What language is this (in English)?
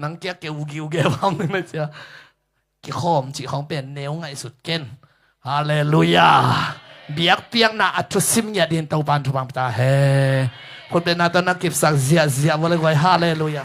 Tedim Chin